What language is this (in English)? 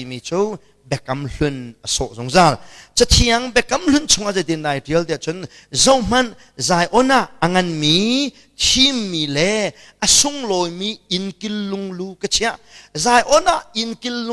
Hakha Chin